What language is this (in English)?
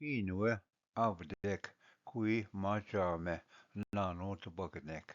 Ojibwa